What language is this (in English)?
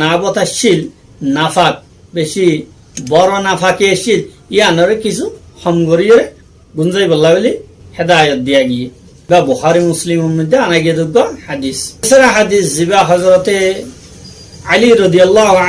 Rohingya